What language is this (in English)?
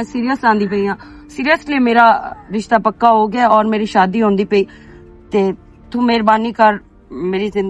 Western Panjabi